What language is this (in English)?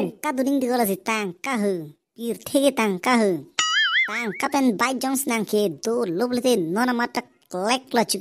Karbi